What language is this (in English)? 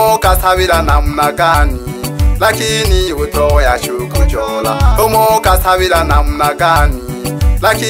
Swahili